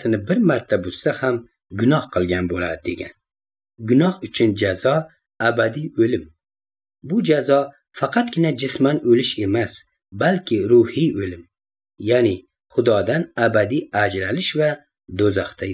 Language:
Uzbek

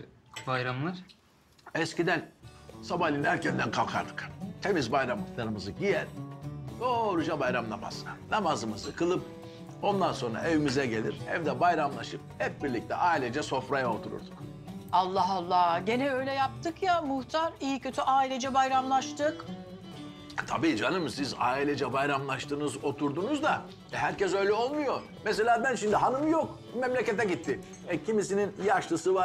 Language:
Turkish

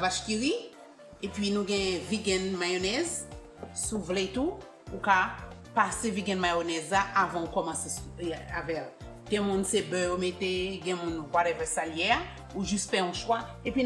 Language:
Haitian Creole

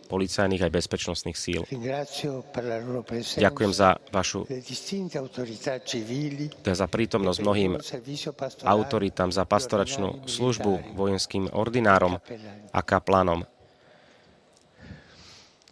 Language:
Slovak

